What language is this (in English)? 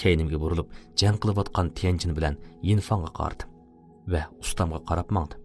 Uyghur